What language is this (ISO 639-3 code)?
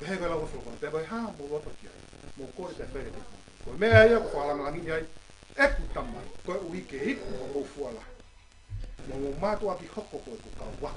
ton